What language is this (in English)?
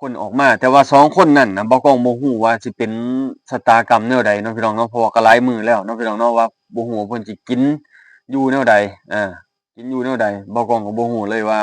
Lao